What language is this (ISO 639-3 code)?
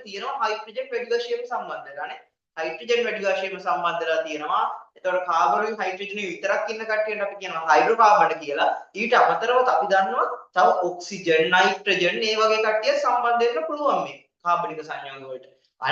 sin